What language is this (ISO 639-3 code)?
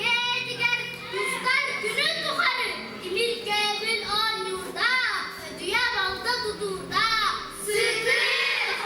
sah